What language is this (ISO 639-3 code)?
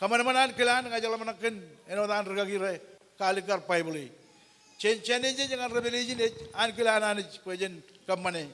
mah